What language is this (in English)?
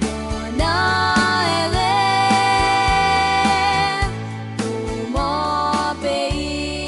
Seselwa Creole French